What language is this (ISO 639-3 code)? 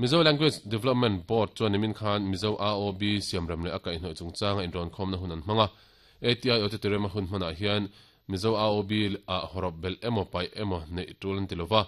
lus